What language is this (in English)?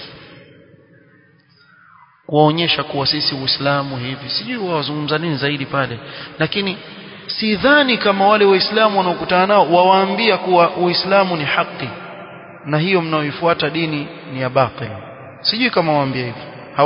Swahili